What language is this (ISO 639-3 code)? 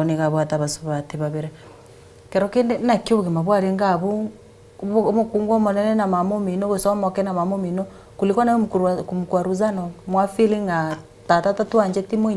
guz